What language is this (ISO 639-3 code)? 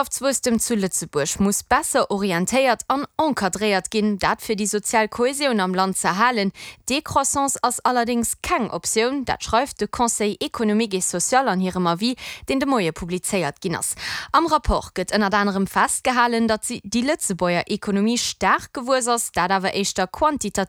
ltz